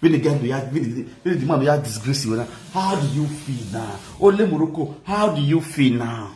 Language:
Nigerian Pidgin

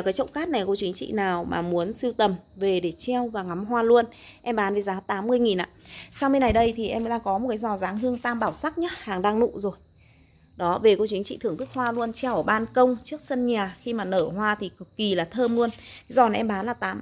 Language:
Vietnamese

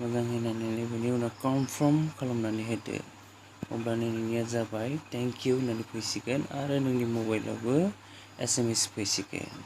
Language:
Bodo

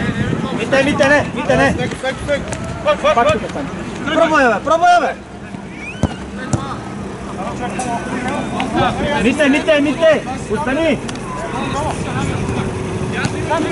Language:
Bulgarian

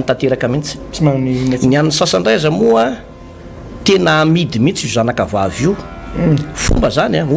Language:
Malagasy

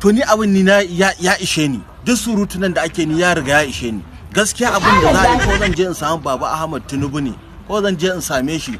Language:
Hausa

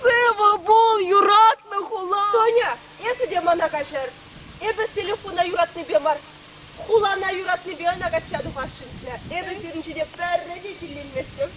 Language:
Chuvash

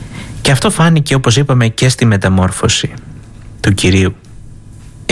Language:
Greek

